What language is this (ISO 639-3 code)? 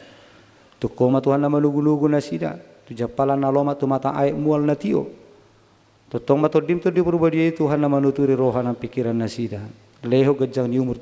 bbc